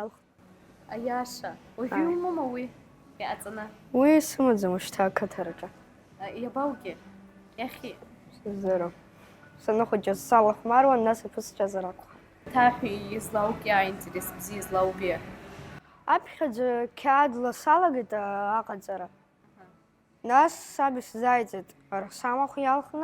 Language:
Abkhazian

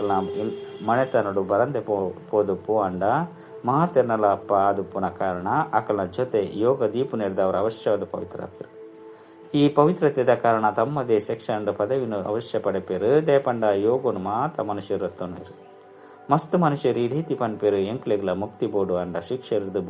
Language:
Tulu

